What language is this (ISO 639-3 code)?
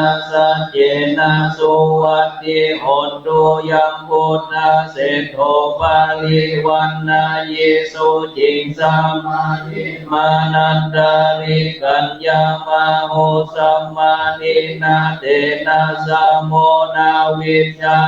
pli